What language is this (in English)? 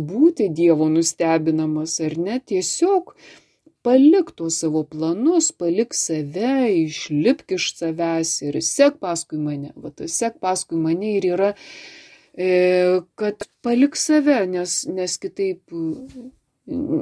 Lithuanian